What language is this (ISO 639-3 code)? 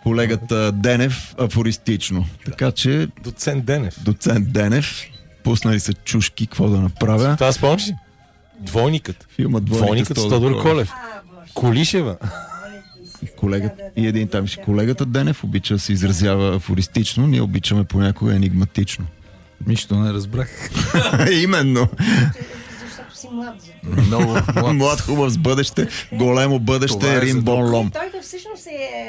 bul